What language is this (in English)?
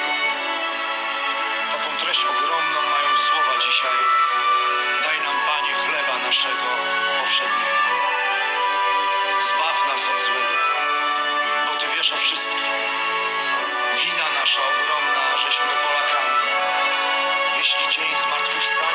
Polish